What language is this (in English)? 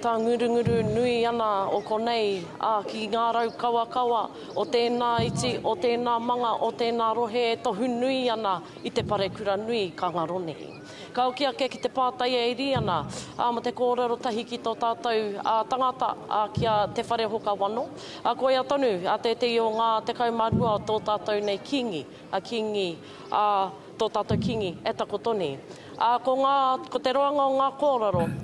Māori